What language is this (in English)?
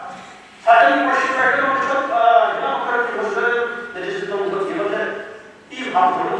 Chokri Naga